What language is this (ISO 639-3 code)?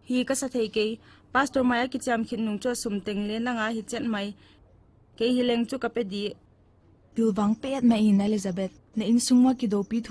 pck